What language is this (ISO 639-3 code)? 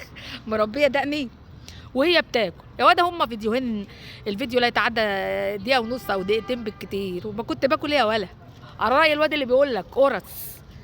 arz